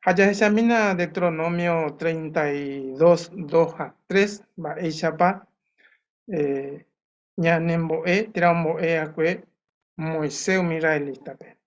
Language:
Guarani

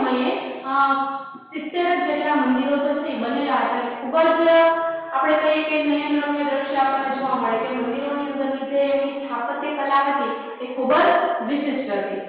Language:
Gujarati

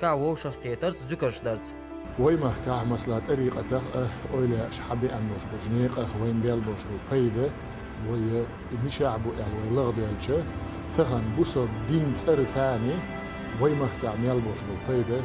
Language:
Chechen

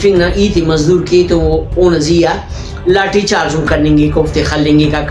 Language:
Brahui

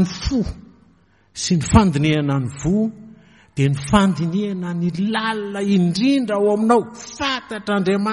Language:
Malagasy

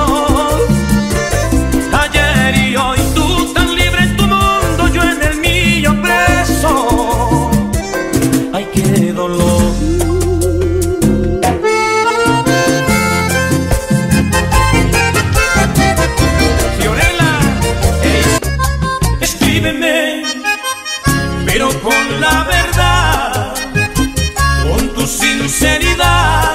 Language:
Spanish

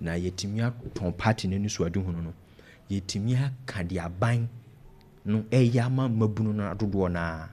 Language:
Akan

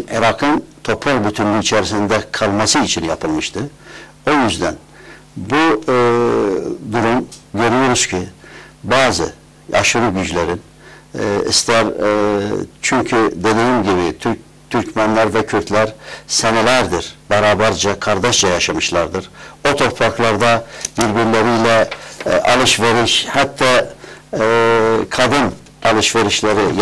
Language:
Turkish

